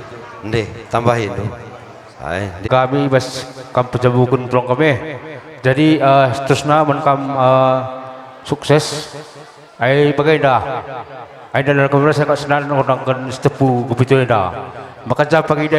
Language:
Batak Karo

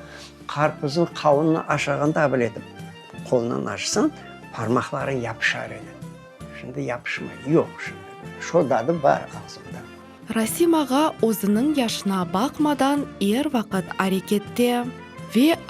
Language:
Crimean Tatar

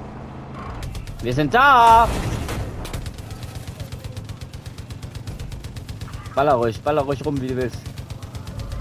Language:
German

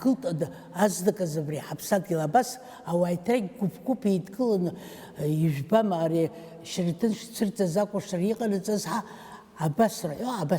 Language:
Abkhazian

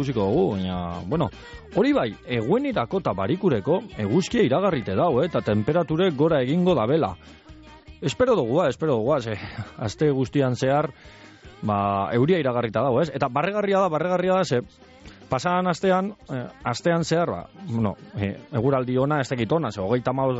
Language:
Basque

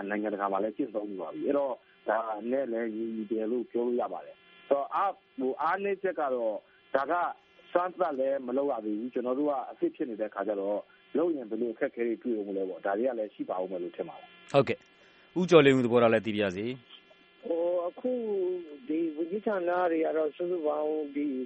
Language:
Burmese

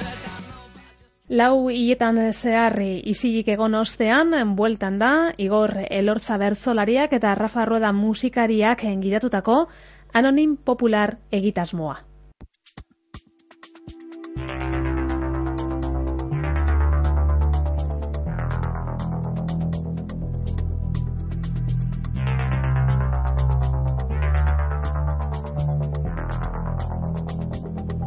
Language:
Basque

